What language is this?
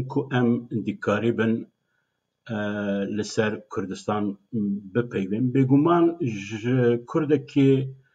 Kurdish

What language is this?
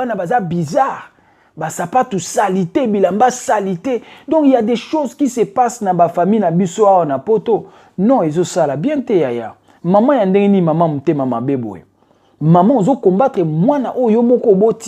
Lingala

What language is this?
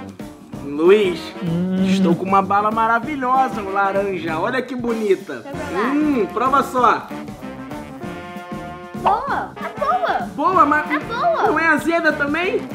Portuguese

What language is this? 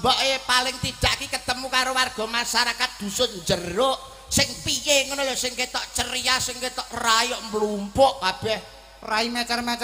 Javanese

